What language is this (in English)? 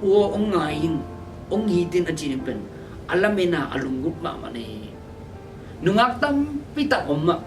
Tedim Chin